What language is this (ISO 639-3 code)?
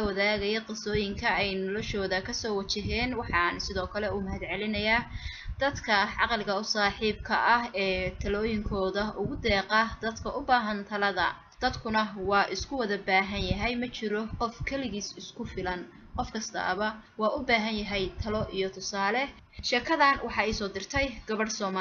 som